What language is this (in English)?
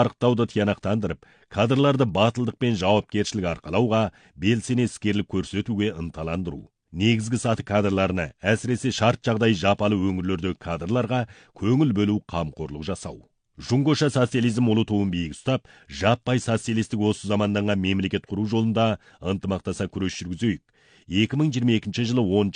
Kazakh